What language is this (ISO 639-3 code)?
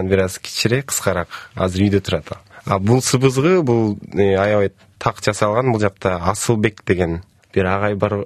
kir